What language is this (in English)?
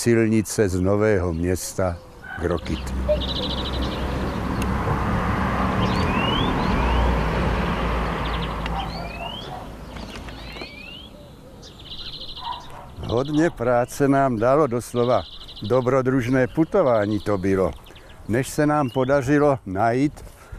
Czech